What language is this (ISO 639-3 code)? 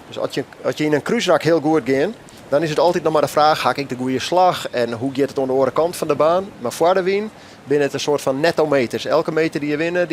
fry